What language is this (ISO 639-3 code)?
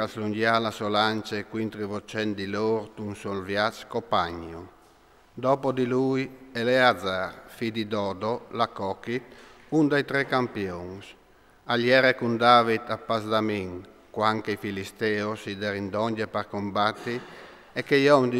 fur